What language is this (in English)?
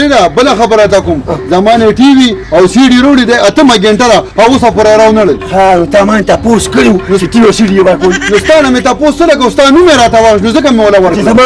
Pashto